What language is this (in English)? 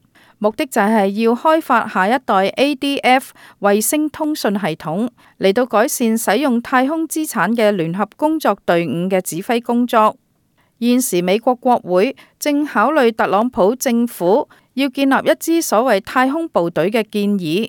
Cantonese